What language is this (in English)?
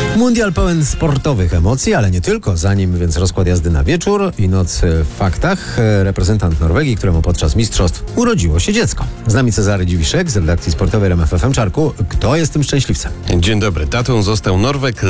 Polish